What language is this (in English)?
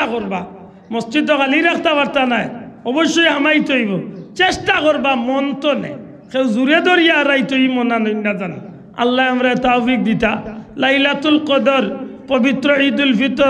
Sylheti